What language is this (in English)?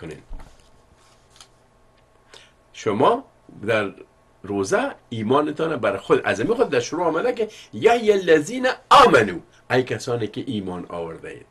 Persian